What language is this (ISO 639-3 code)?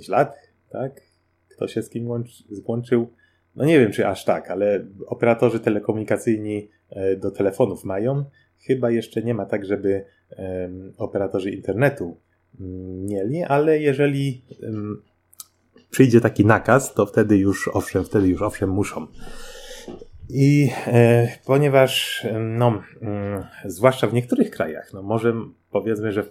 pol